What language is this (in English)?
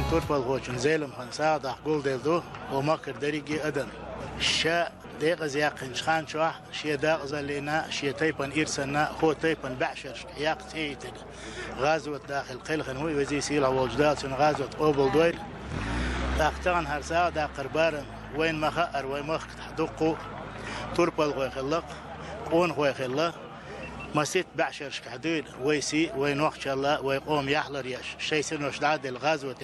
Chechen